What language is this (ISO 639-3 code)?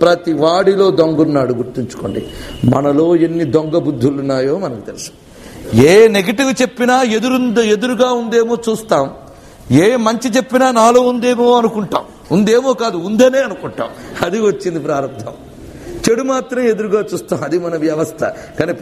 tel